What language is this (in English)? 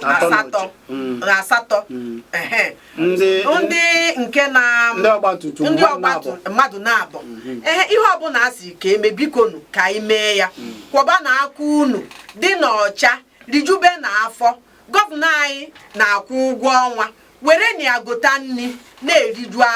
Igbo